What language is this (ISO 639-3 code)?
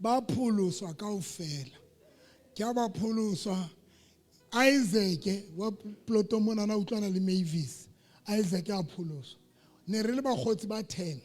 sot